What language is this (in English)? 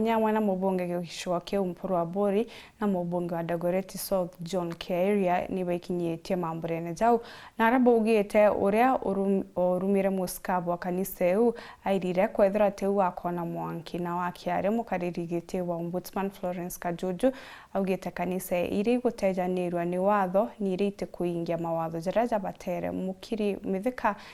Meru